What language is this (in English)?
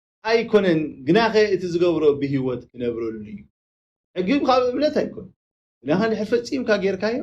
Tigrinya